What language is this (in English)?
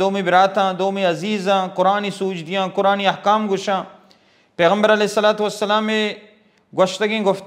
Baluchi